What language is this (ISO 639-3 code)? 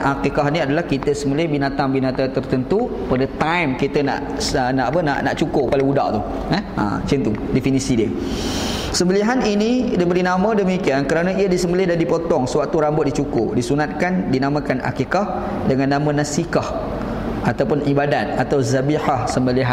msa